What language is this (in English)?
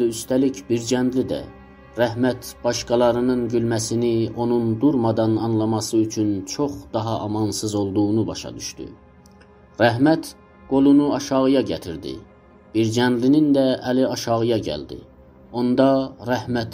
South Azerbaijani